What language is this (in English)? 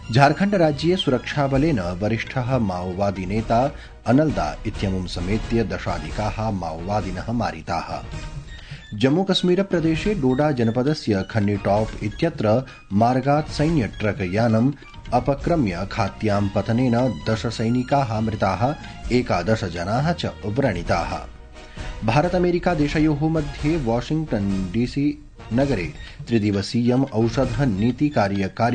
Sanskrit